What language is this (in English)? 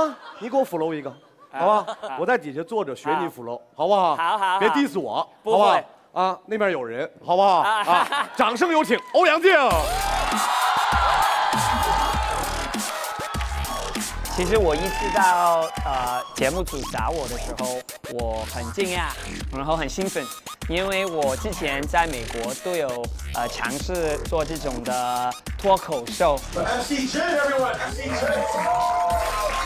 Chinese